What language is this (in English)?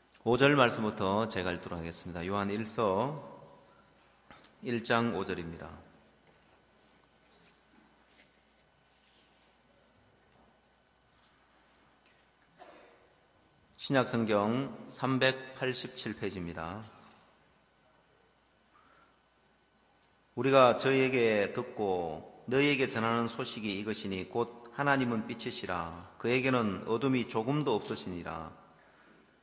Korean